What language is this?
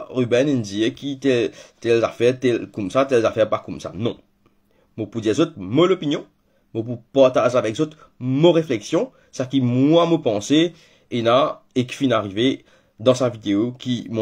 Morisyen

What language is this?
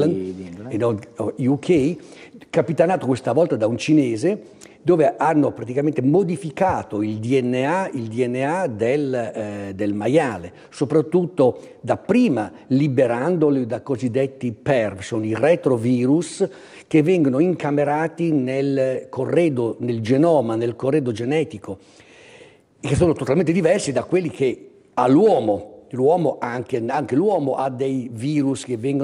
Italian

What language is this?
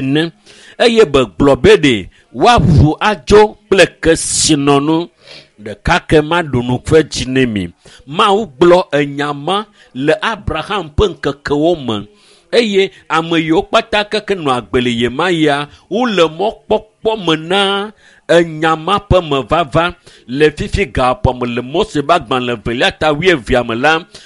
Ewe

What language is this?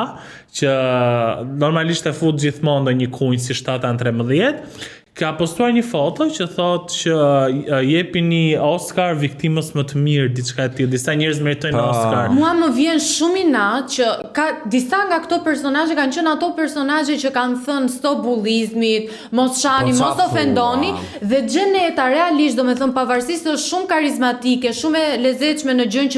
Albanian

